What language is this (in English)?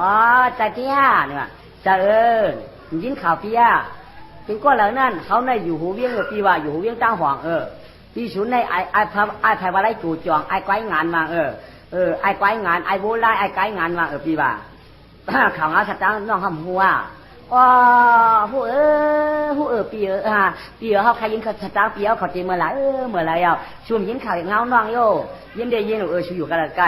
Shan